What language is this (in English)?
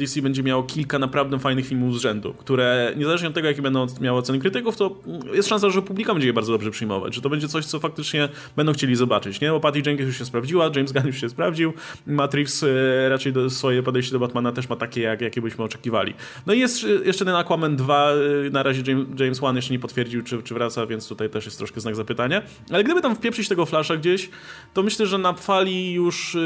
Polish